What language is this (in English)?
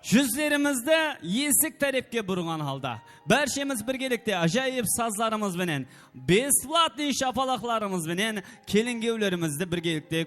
Kara-Kalpak